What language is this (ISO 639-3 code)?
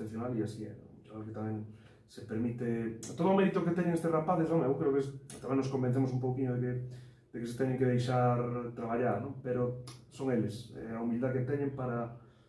glg